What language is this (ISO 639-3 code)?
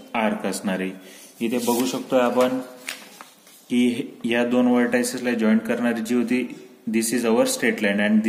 mar